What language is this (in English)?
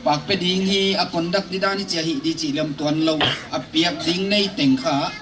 Paite Chin